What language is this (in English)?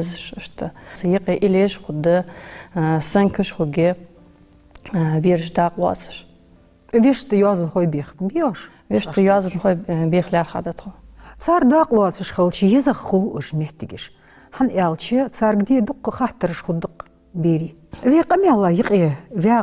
Ingush